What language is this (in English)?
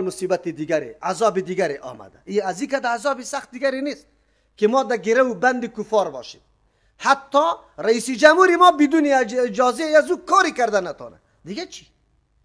Persian